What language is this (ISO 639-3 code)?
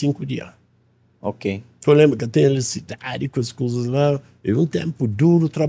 kea